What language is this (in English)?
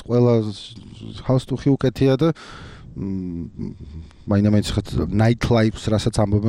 Georgian